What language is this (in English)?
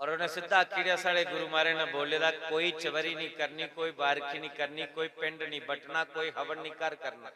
Dogri